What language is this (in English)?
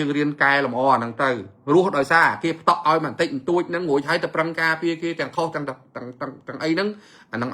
Khmer